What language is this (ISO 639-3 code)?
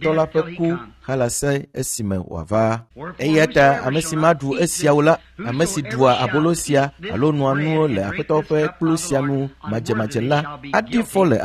ewe